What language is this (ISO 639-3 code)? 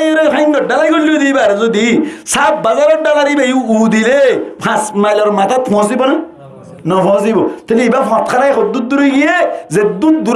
rhg